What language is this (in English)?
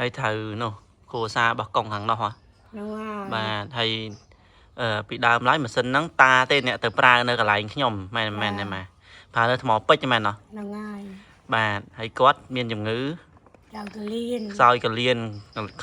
Khmer